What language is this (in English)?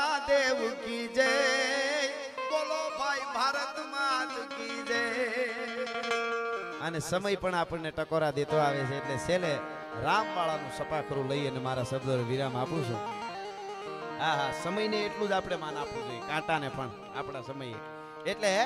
Gujarati